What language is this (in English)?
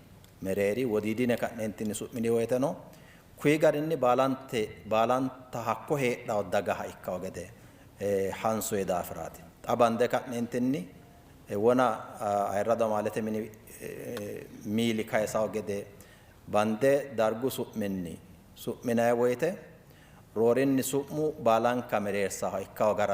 Sidamo